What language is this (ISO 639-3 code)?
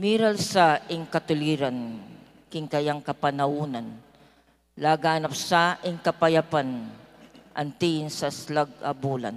pam